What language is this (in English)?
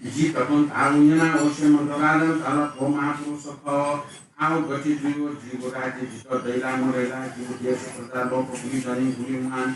Newari